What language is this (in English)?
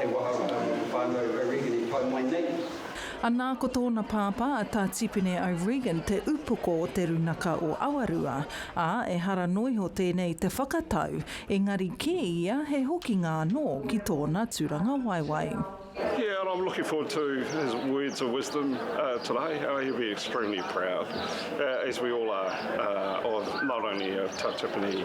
Māori